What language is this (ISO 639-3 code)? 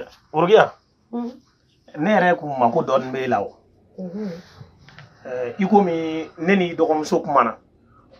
bam